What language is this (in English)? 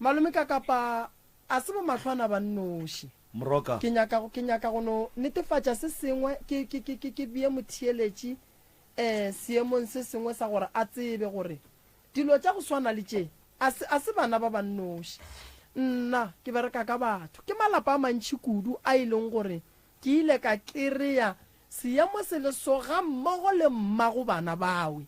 Northern Sotho